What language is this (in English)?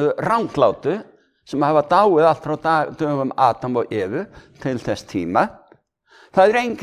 Icelandic